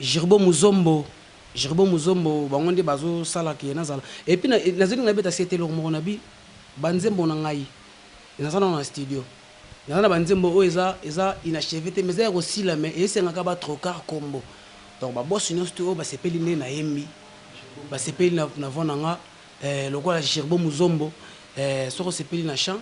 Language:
Lingala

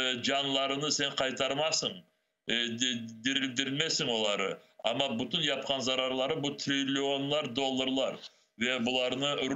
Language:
Crimean Tatar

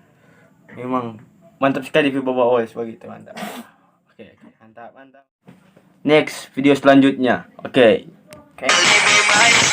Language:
Manado Malay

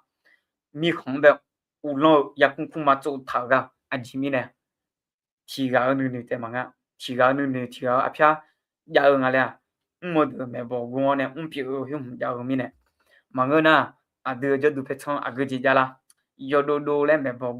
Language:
Akha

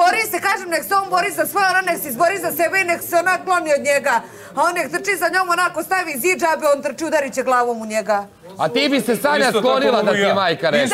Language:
Bosnian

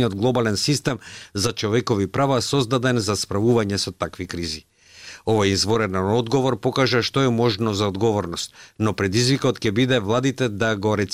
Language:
Macedonian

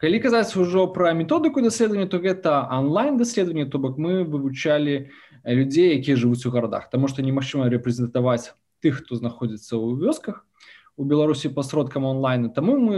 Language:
Belarusian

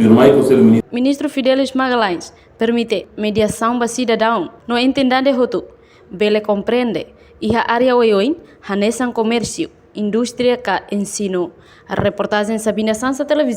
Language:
Tetum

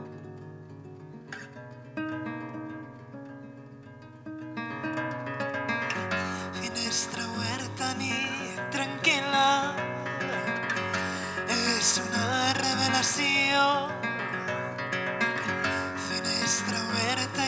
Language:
Catalan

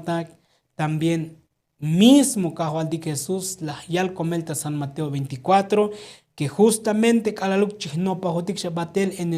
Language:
Tzotzil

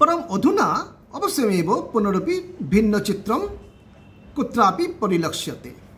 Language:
Sanskrit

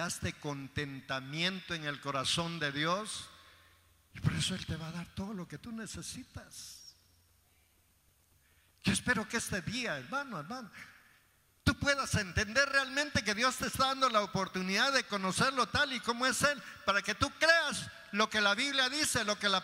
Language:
Spanish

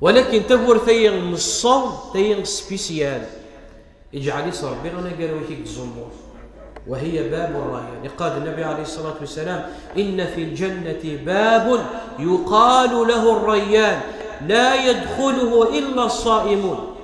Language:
Kabyle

